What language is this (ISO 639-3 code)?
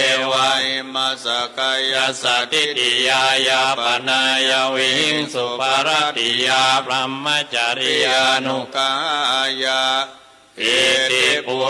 pli